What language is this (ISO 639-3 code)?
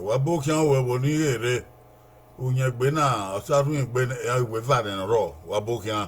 bin